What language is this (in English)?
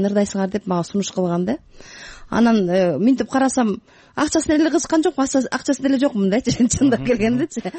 Kyrgyz